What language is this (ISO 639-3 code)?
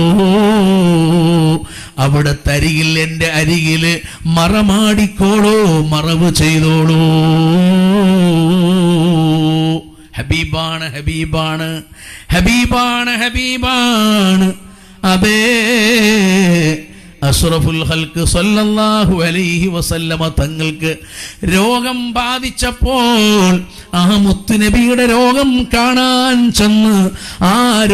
mal